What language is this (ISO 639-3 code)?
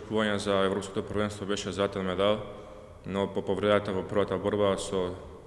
mkd